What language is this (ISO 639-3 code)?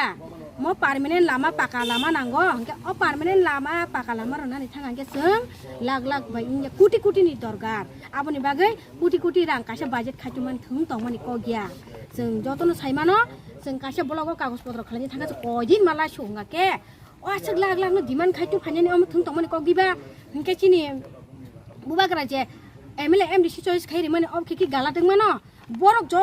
trp